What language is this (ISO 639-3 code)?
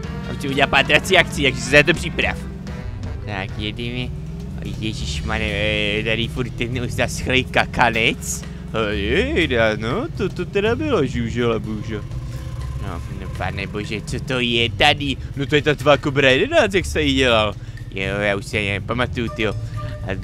ces